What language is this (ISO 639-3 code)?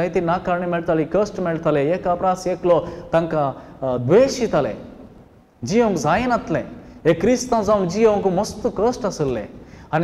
kok